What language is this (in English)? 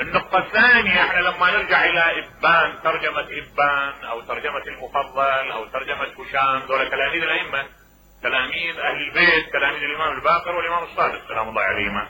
Mesopotamian Arabic